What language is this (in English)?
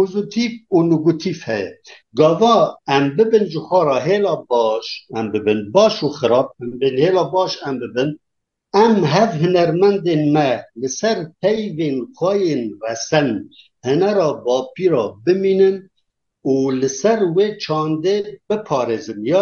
Kurdish